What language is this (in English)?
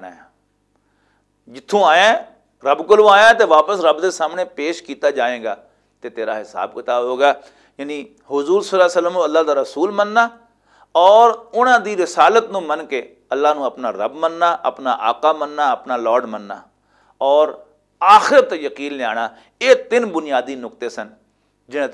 Western Panjabi